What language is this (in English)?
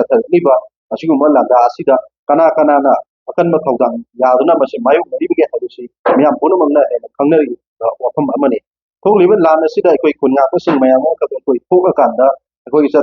Manipuri